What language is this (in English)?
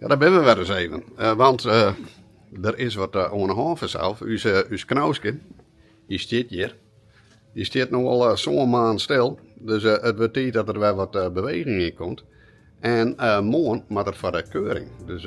Western Frisian